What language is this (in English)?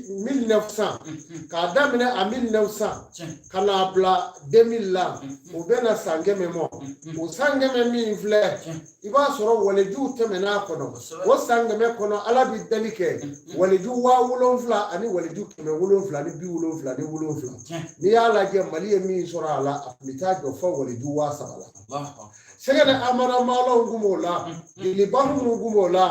Bambara